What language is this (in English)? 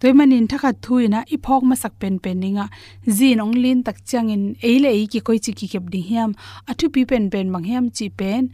Tedim Chin